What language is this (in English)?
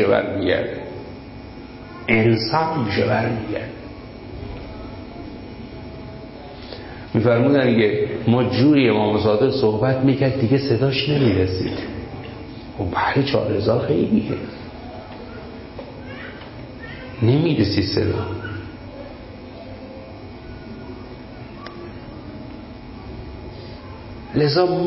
Persian